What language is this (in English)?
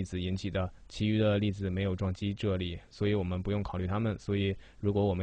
Chinese